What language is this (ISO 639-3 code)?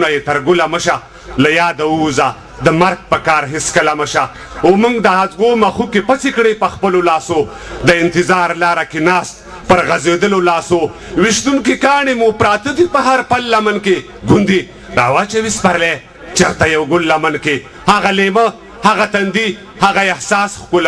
pus